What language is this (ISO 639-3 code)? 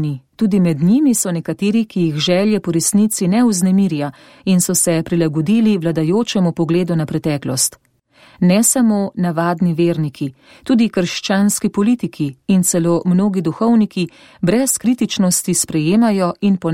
slv